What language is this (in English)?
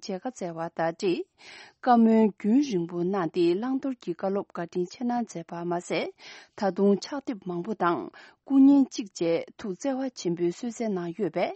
Tibetan